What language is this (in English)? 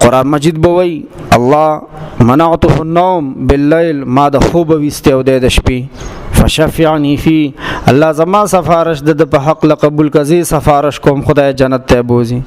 Pashto